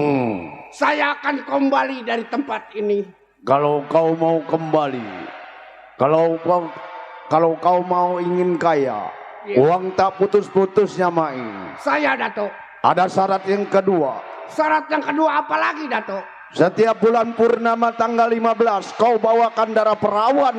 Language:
Betawi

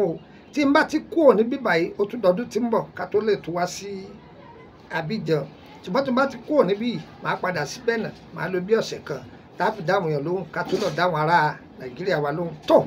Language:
Yoruba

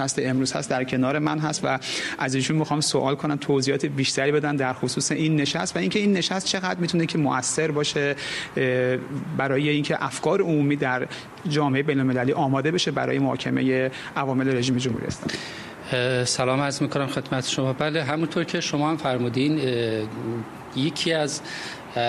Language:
Persian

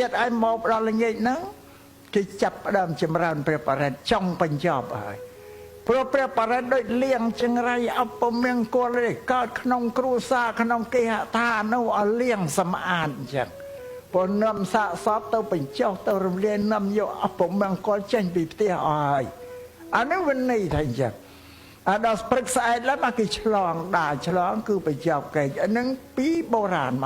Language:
Khmer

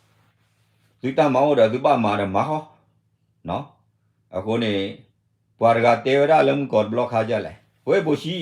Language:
S'gaw Karen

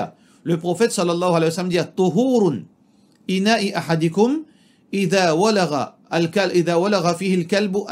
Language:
Morisyen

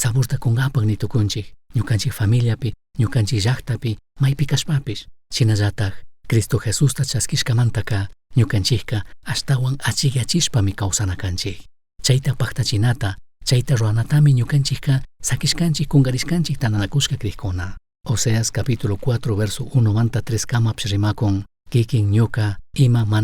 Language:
Chimborazo Highland Quichua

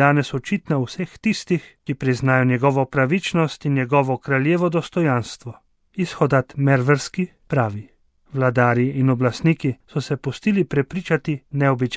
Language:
Slovenian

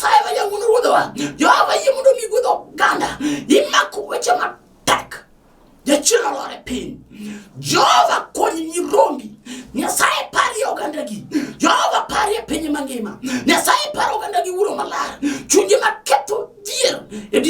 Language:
Luo (Kenya and Tanzania)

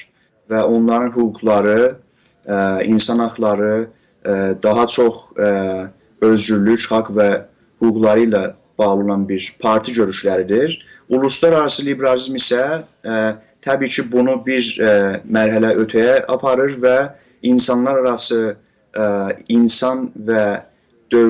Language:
South Azerbaijani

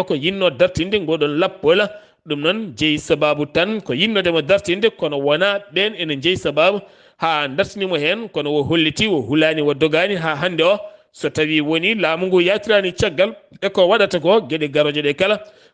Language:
Fula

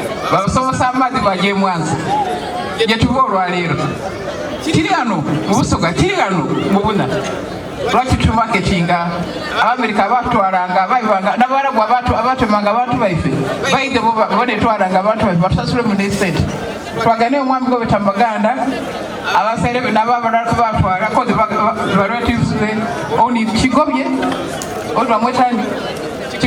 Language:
Soga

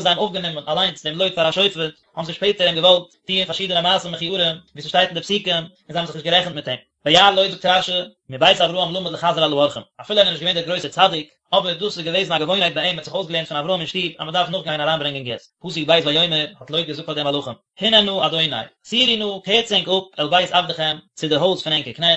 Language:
Yiddish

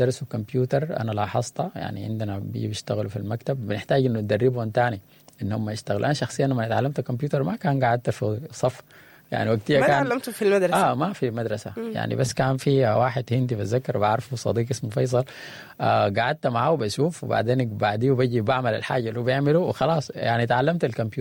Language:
Sudanese Arabic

